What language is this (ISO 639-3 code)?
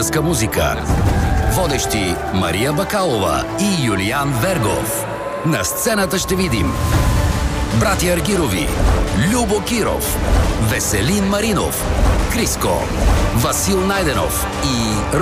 bul